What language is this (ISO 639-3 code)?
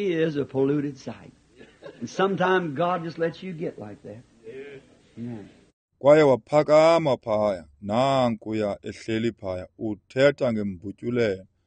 xho